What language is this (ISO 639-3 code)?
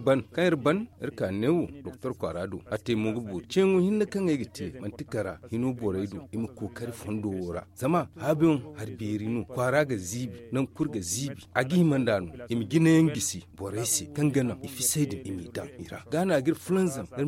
dje